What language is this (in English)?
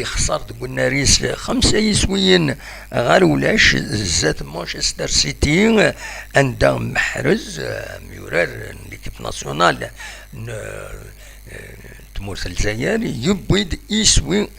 Kabyle